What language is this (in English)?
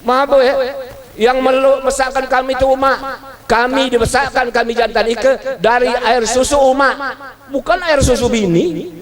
Musi